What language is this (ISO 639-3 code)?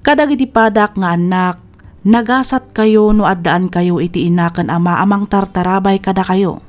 ilo